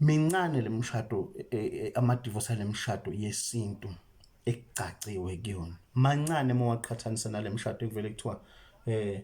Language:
Zulu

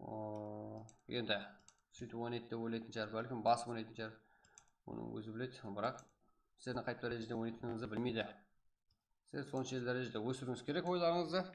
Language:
Kara-Kalpak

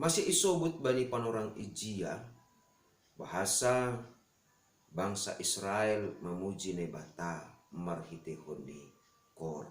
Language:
Batak Simalungun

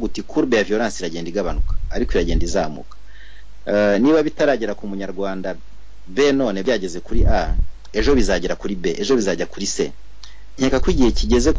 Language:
Kinyarwanda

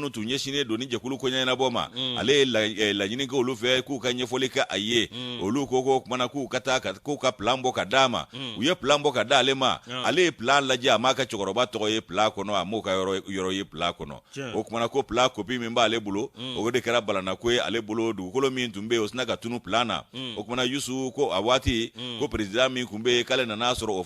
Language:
Bambara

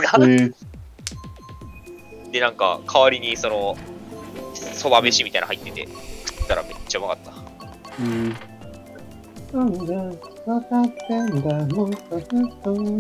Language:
Japanese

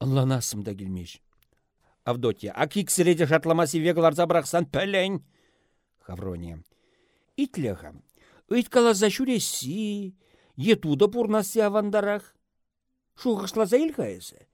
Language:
Chuvash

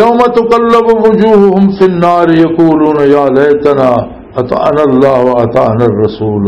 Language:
Western Panjabi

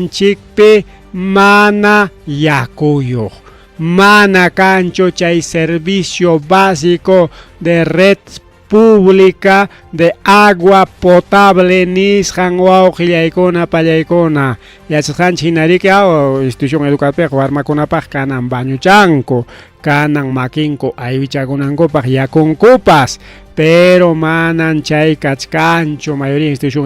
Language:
Ayacucho Quechua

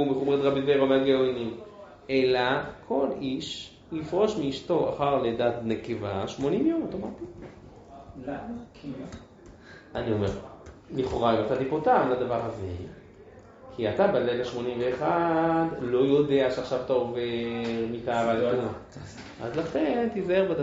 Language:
Hebrew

